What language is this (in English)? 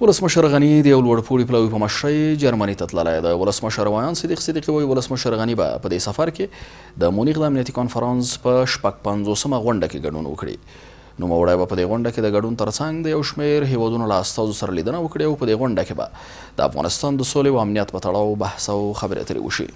Pashto